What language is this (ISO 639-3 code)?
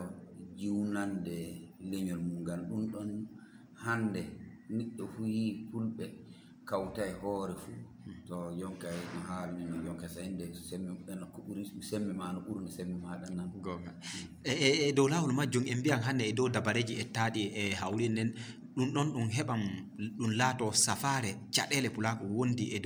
ful